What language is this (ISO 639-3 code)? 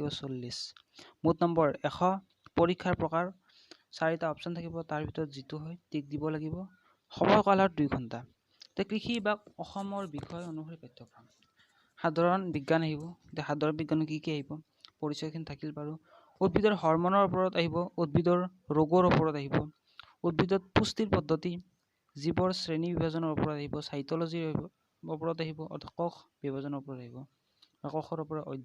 asm